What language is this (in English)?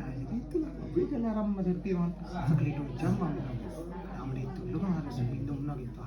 Minangkabau